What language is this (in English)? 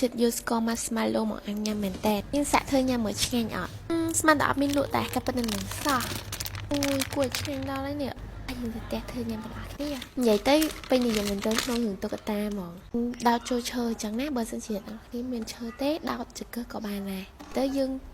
Khmer